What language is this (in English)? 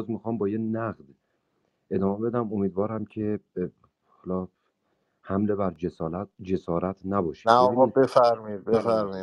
Persian